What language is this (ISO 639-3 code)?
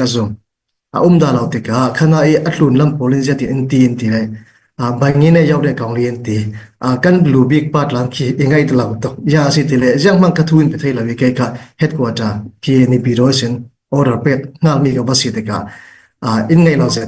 cfm